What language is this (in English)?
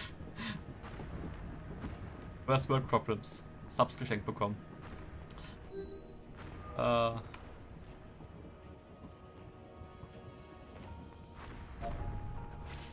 German